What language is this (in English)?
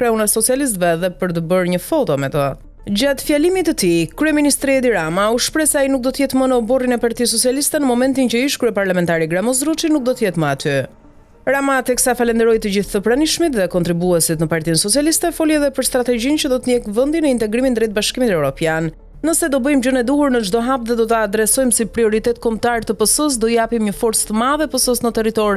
Albanian